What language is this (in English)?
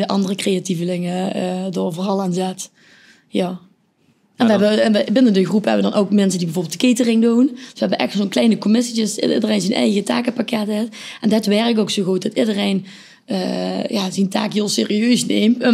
Limburgish